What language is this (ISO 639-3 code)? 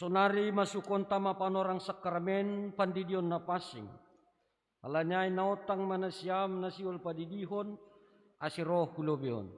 bts